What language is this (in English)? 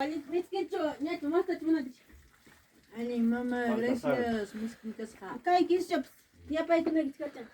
Ayacucho Quechua